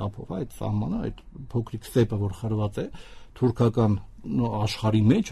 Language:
Armenian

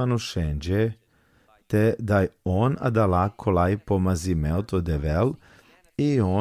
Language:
Balkan Romani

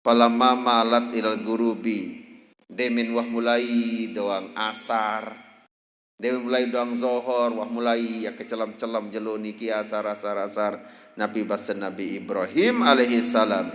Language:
Sasak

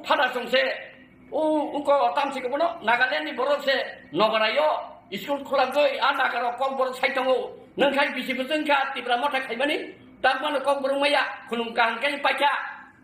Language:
Kok Borok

